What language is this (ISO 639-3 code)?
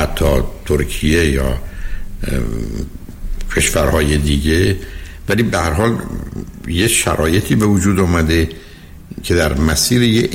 fas